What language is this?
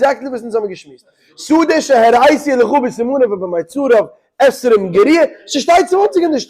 Yiddish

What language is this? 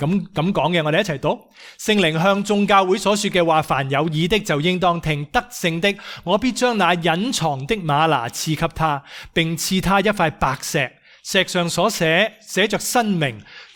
Cantonese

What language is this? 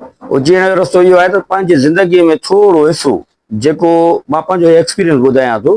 Sindhi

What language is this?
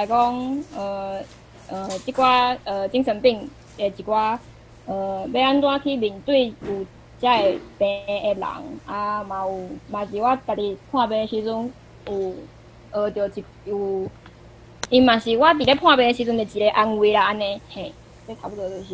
Min Nan Chinese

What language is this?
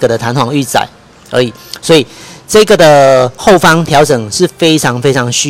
Chinese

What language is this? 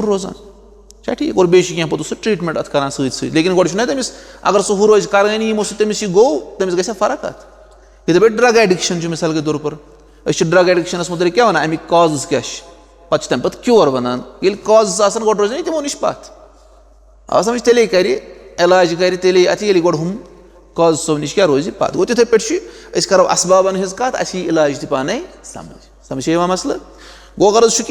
Kashmiri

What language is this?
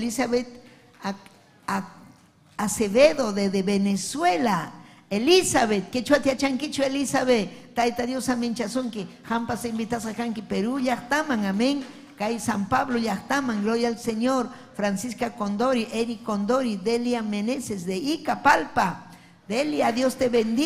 Ayacucho Quechua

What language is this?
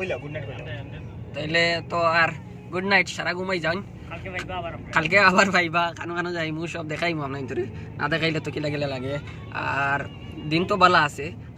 Sylheti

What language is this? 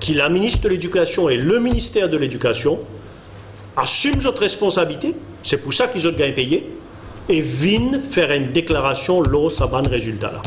Morisyen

